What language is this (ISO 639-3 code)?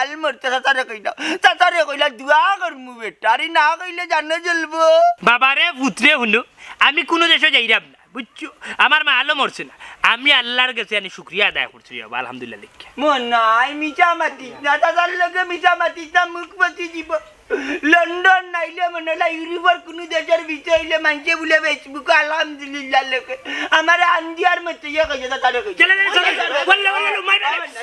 syl